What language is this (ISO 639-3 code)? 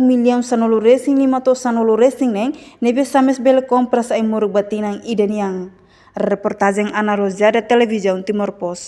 tet